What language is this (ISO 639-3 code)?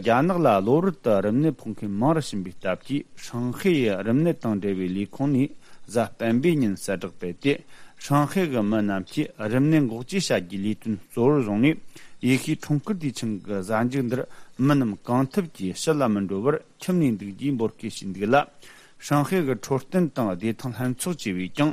bod